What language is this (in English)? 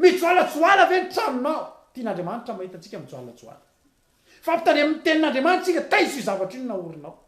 Malagasy